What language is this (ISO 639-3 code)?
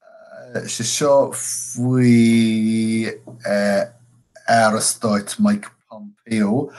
gle